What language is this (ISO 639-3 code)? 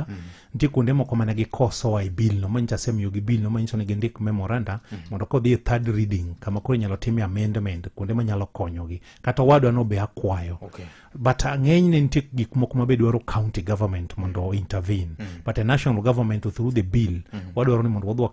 luo